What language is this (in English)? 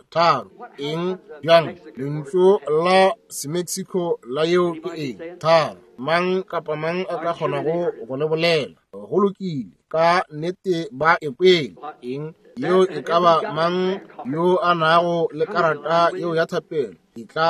Northern Sotho